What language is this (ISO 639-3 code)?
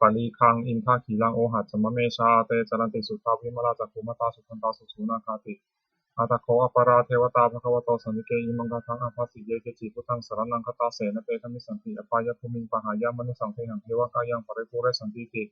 pli